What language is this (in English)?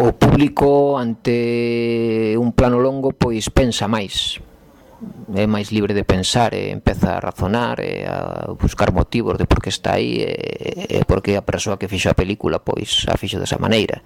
Galician